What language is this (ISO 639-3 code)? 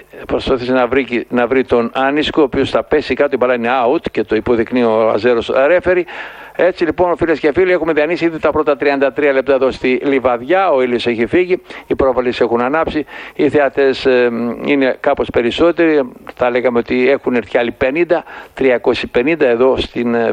ell